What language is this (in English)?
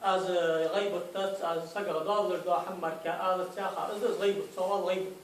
Ingush